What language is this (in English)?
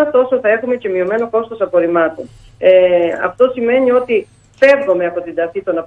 Greek